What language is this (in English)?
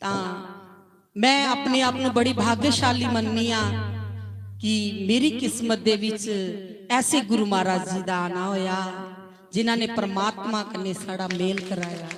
Dogri